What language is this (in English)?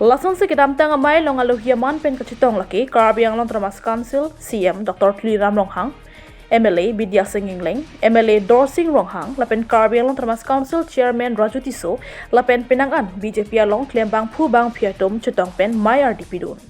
Karbi